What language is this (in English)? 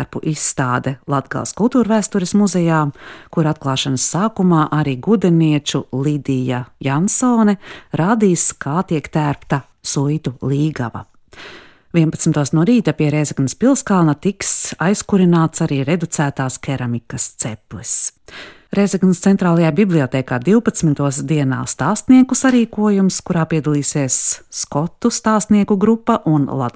Latvian